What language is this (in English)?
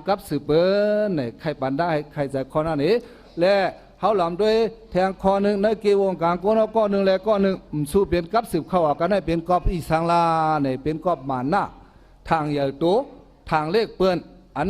Shan